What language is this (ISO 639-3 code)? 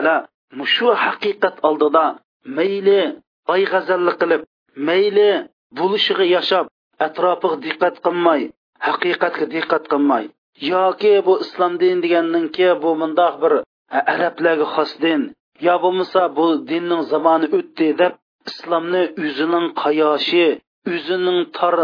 uig